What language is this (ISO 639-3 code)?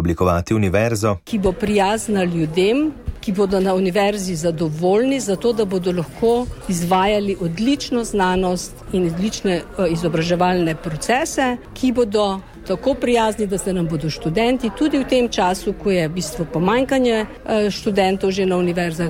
slv